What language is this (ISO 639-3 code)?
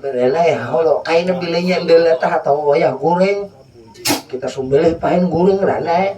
bjn